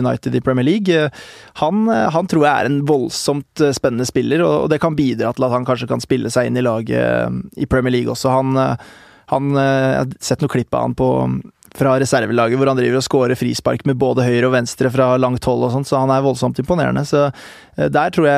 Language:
Norwegian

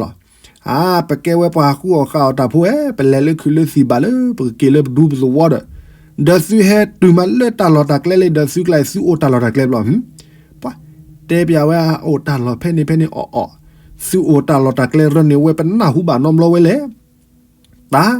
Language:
S'gaw Karen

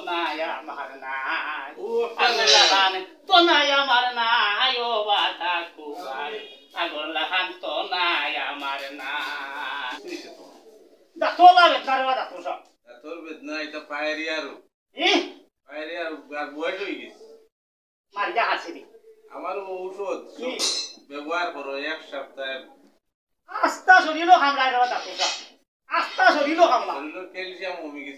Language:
Sylheti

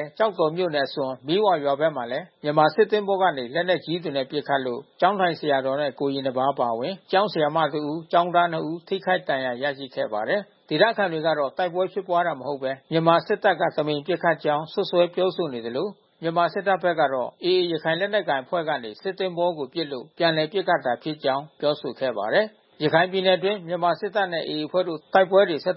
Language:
Burmese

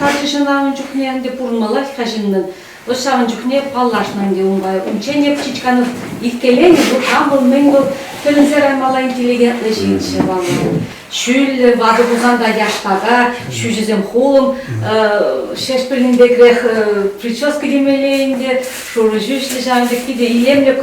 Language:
Chuvash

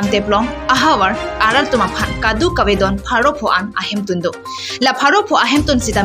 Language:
Karbi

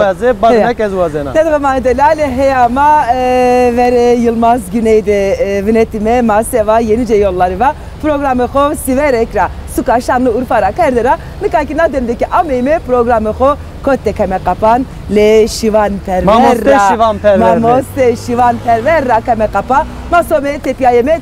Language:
Zaza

